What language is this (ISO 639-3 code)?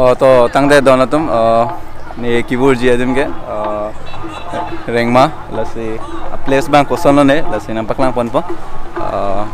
mjw